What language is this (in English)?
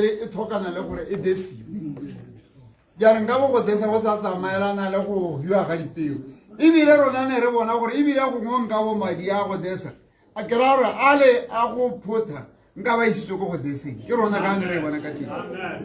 Tswana